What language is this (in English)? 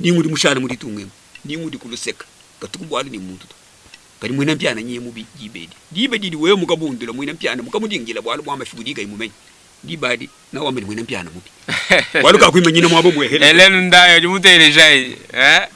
Luba-Lulua